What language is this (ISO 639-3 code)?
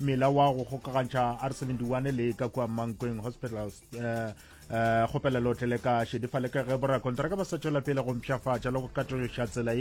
nso